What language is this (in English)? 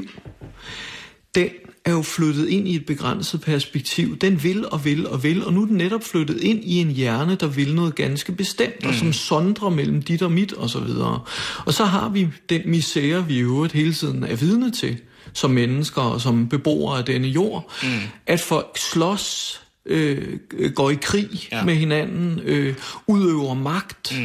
Danish